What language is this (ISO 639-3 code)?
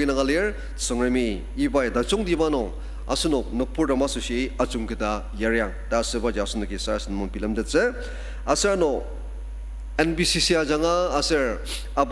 njo